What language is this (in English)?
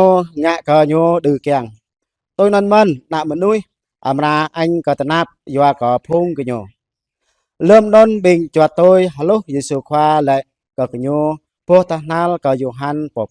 Jarai